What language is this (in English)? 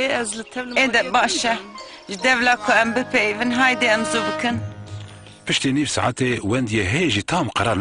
Kurdish